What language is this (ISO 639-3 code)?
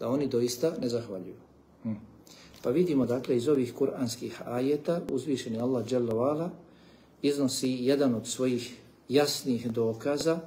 bos